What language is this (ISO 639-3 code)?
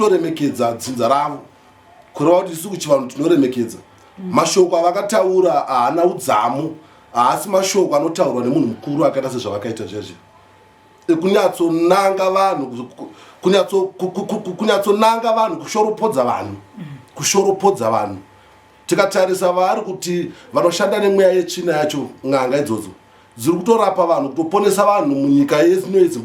sna